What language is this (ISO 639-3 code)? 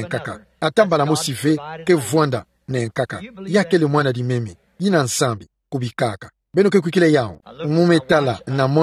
ktu